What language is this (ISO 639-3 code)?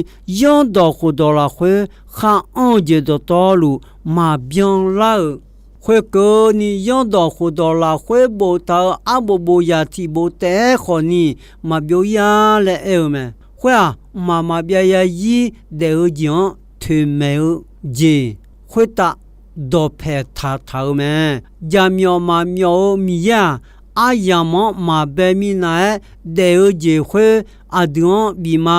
ahk